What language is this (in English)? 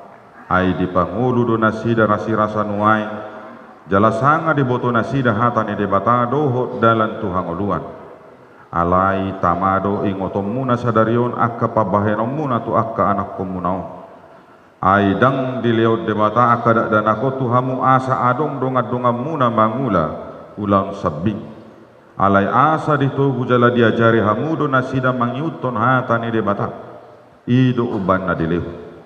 Batak Toba